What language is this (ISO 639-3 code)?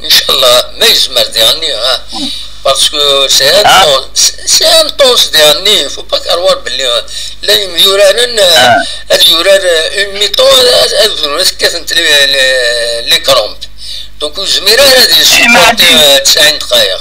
kab